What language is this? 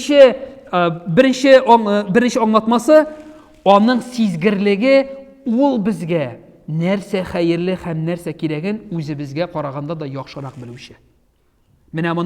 Tatar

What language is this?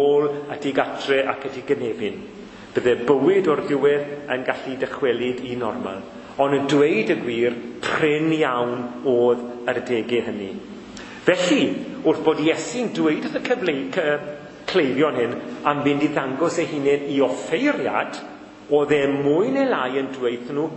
Welsh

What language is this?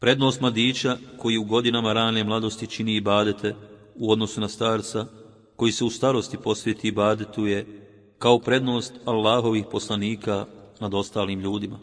Bosnian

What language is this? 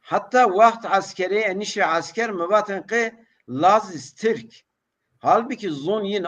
Zaza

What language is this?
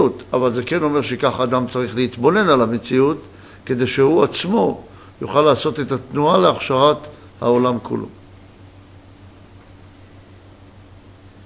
Hebrew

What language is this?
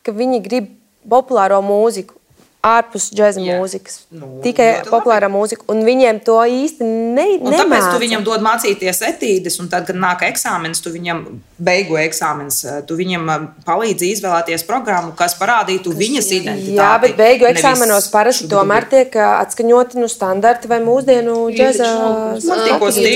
Latvian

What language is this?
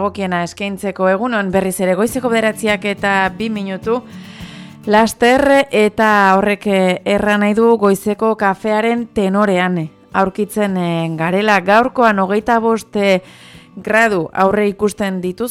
Basque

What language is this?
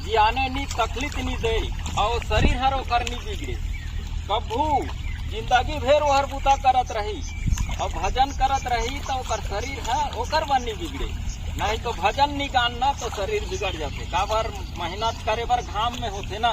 Chhattisgarhi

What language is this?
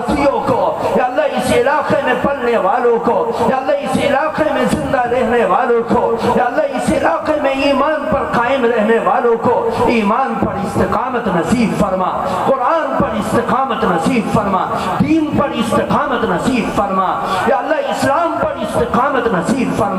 Urdu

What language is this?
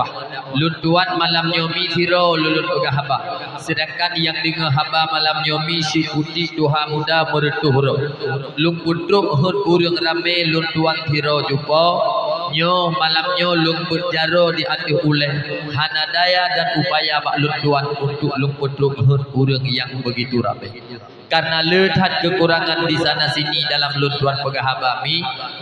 Achinese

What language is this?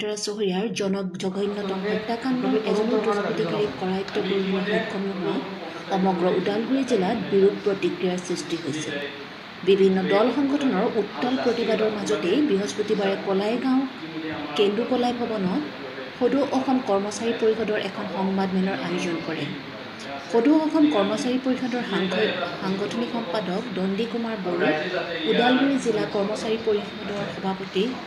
Assamese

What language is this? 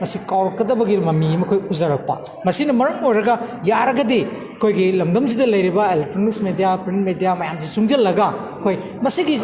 Manipuri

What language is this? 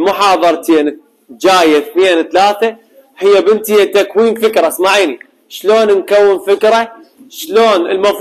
Mesopotamian Arabic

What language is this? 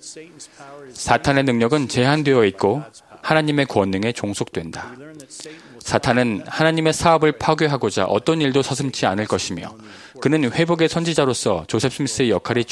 Korean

